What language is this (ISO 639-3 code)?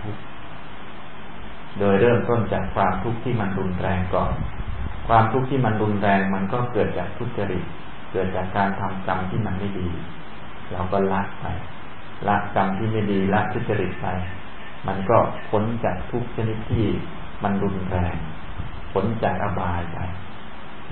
tha